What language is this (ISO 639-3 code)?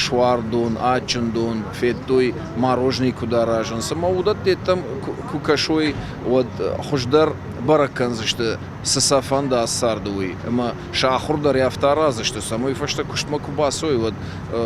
oss